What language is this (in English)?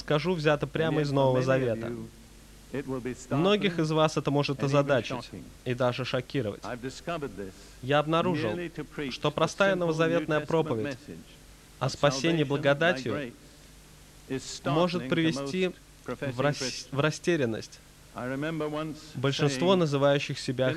Russian